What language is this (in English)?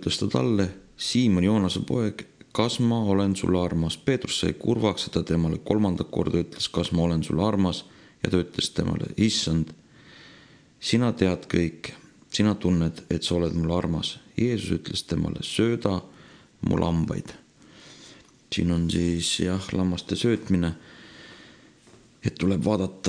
Estonian